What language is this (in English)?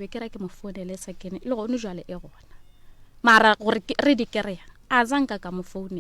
Northern Sotho